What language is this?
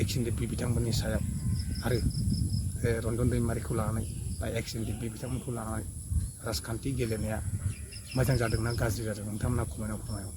Bodo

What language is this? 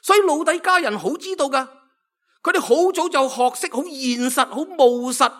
Cantonese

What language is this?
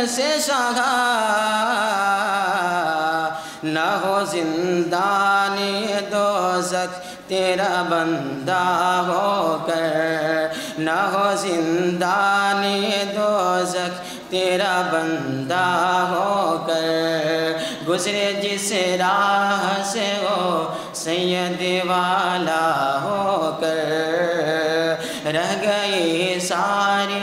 Urdu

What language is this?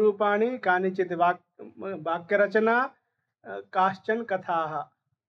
Sanskrit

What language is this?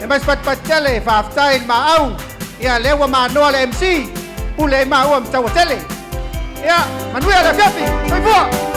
Samoan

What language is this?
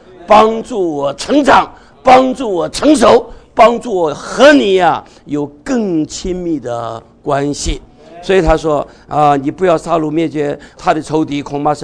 Chinese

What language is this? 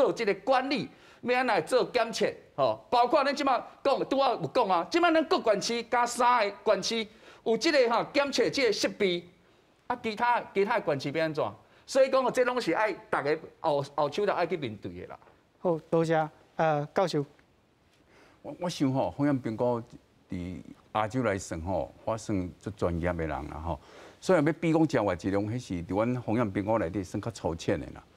Min Nan Chinese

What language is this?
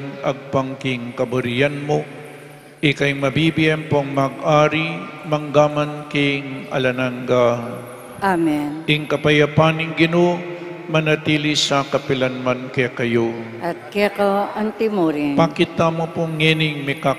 Pampanga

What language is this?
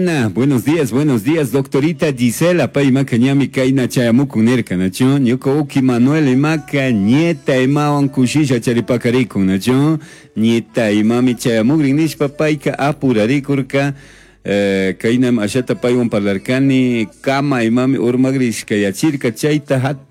Chimborazo Highland Quichua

